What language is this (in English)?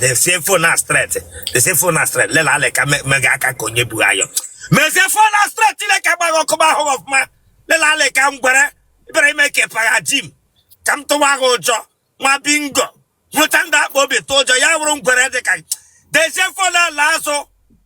Igbo